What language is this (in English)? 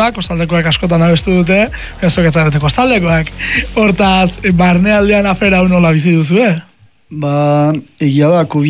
Basque